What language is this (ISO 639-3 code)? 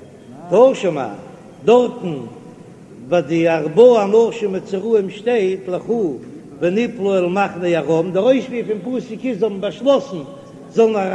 yid